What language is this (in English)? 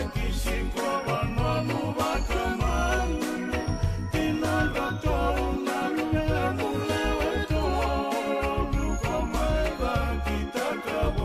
Fijian